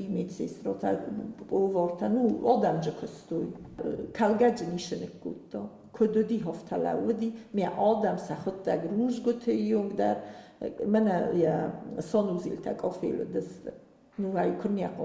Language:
Ossetic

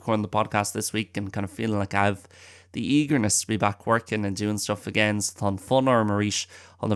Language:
Irish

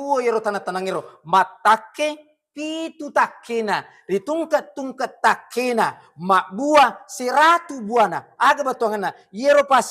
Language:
Buginese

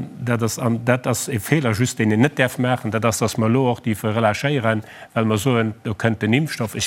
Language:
Luxembourgish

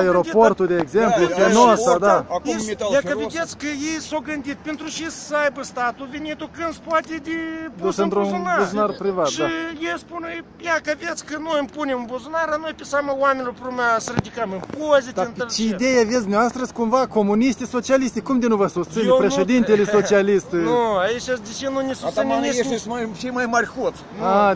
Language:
Romanian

